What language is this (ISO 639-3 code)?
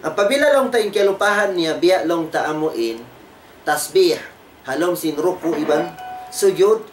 tsg